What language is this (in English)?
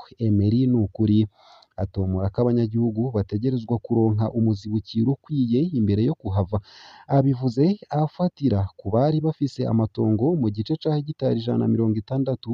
Rundi